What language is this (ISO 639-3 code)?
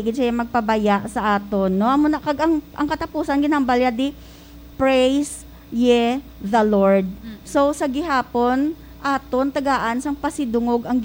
hil